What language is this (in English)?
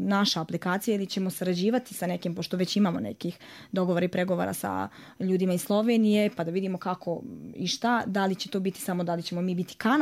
Serbian